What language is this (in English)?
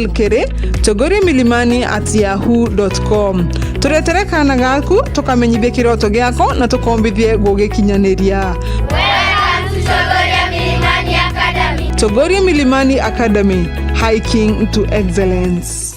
Meru